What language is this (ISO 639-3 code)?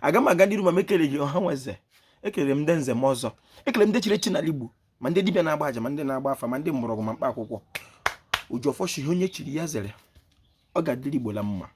ibo